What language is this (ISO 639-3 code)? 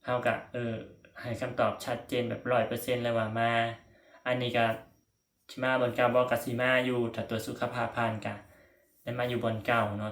lao